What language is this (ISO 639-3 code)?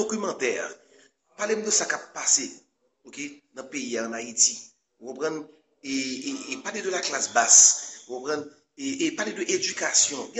hat